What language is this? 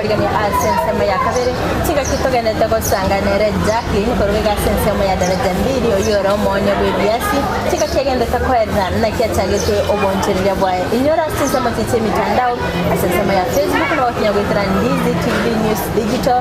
Gusii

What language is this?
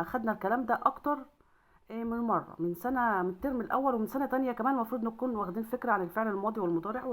Egyptian Arabic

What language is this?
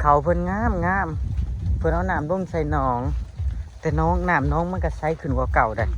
Northeastern Thai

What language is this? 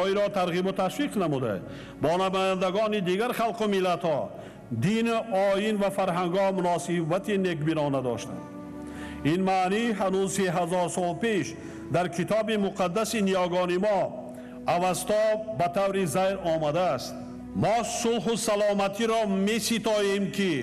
Tajik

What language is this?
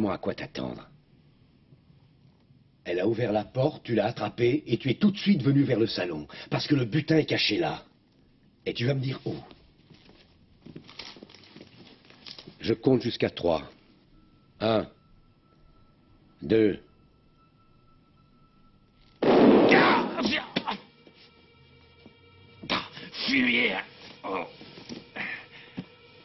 French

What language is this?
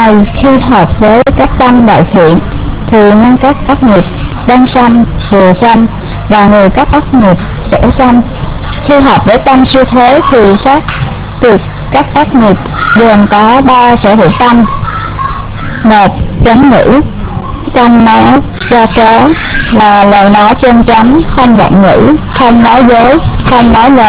Vietnamese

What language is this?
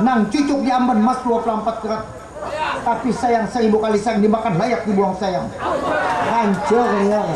Banjar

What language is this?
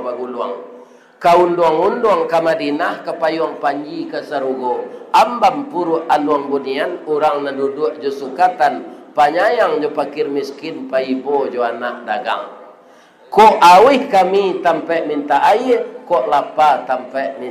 Minangkabau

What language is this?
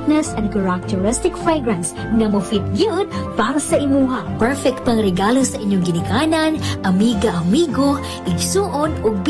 Cebuano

